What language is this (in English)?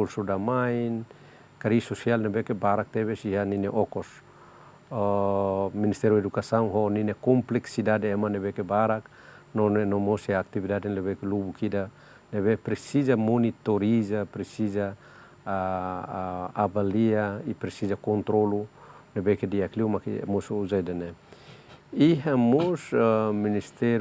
Tetum